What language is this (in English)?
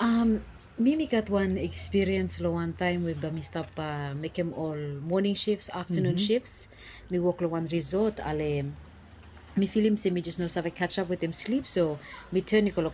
Bislama